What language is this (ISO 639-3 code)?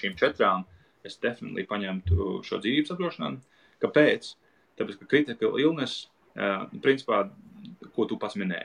lav